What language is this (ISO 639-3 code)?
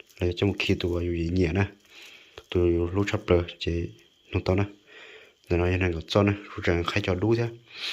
hmn